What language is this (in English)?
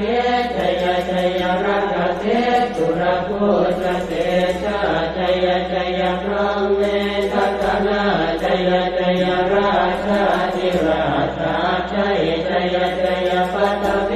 Pali